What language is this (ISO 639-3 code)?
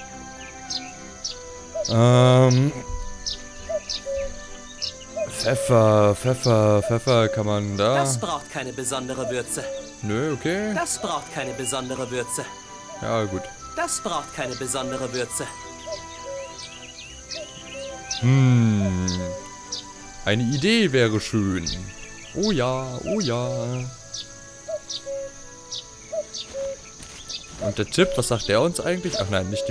deu